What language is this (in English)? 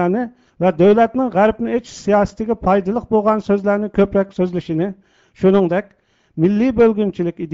Uyghur